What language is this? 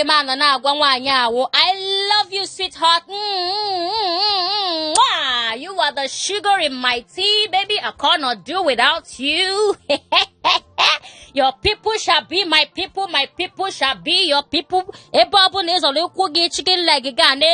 Igbo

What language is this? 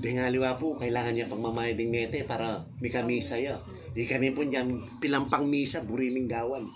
Pampanga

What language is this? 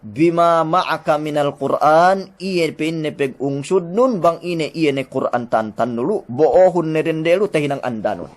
Yakan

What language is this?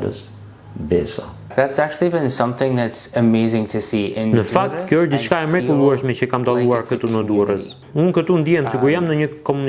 Albanian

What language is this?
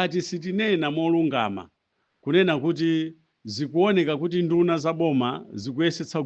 Nyanja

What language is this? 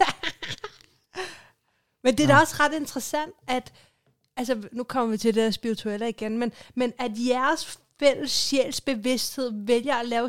Danish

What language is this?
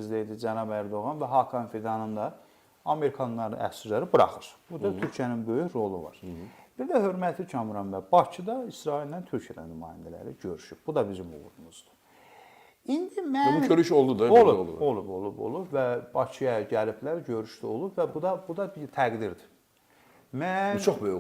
Azerbaijani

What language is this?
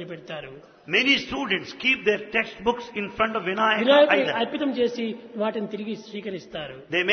Telugu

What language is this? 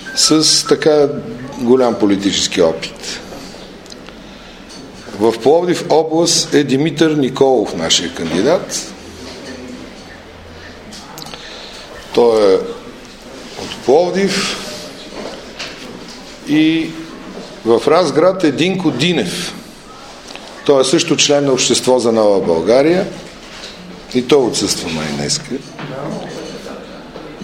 Bulgarian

